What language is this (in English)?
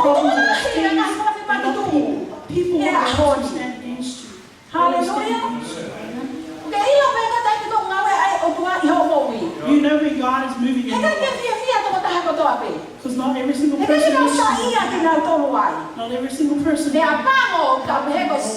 Tongan